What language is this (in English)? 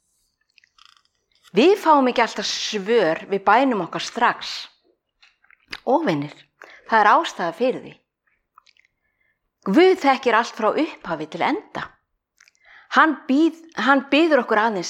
Icelandic